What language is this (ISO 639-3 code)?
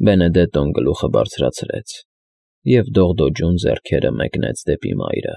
hye